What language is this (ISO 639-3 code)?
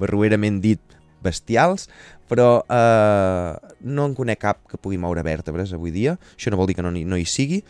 cat